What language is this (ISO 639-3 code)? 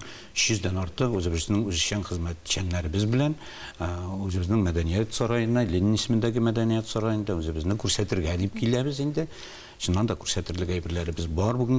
tat